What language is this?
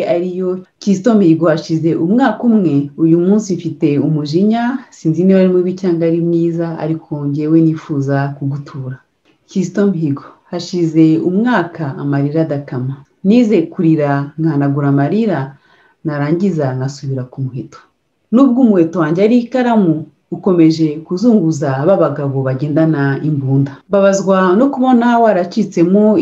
Kinyarwanda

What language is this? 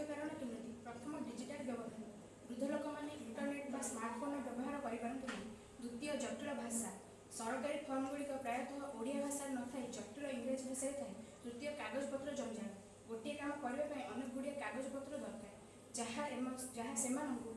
Odia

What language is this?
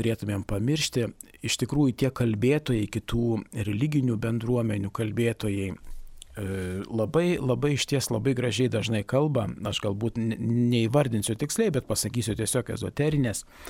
Lithuanian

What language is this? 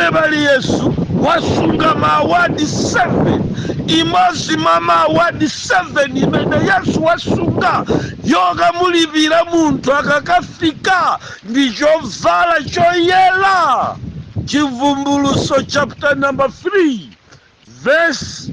Nyanja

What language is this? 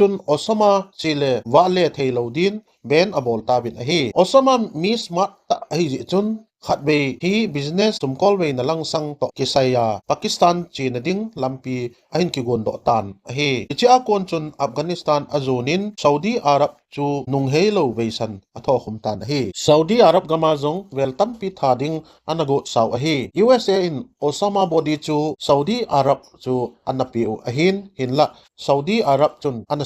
Thado Chin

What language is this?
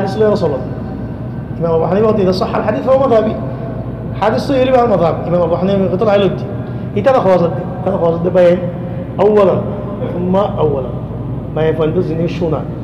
Rohingya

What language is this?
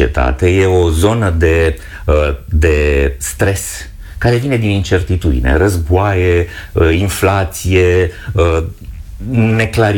Romanian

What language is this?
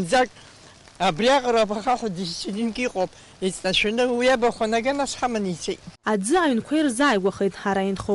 Abkhazian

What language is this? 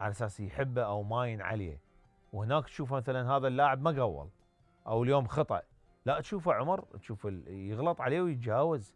Mesopotamian Arabic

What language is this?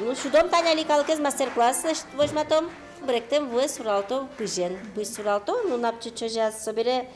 Udmurt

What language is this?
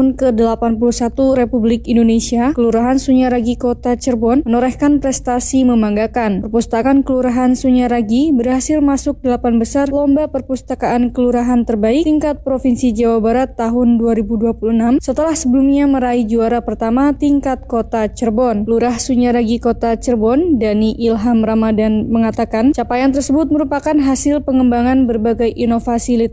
Indonesian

